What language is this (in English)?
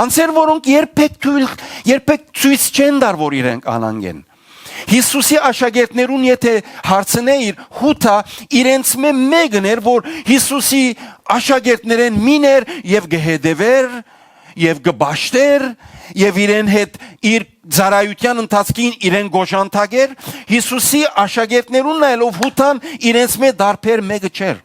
Western Armenian